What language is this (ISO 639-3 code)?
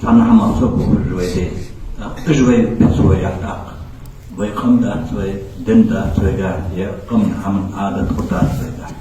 inh